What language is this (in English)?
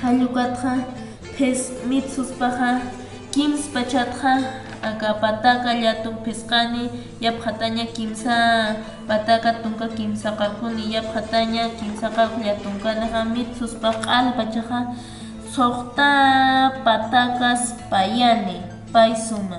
Aymara